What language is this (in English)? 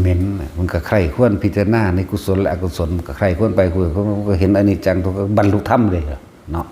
Northeastern Thai